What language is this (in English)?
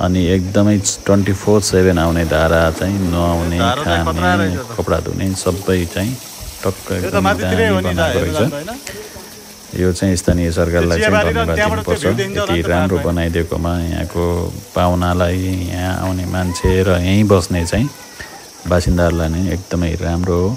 Nepali